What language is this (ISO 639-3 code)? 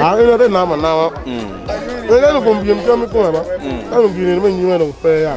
ach